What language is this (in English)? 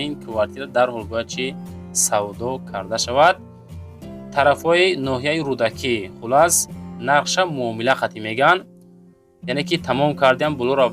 Tajik